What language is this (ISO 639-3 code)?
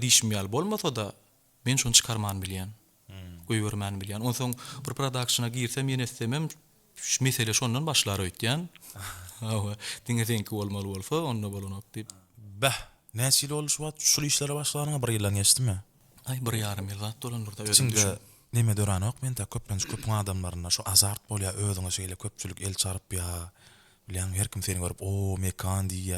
tuk